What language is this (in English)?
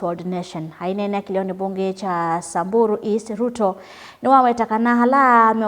Kamba